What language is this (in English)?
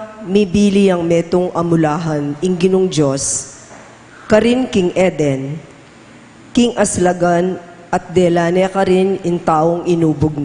Pampanga